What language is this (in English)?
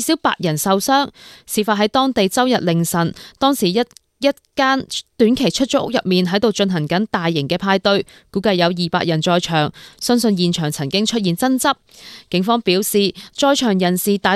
Cantonese